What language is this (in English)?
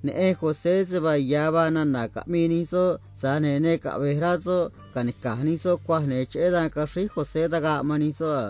Copala Triqui